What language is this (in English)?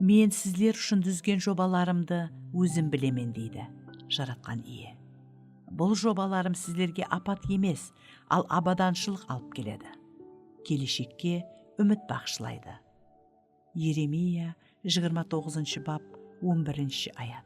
Kara-Kalpak